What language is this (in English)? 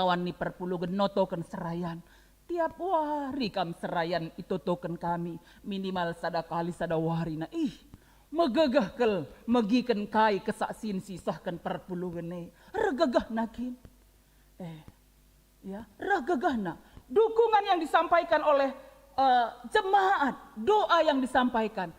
Batak Karo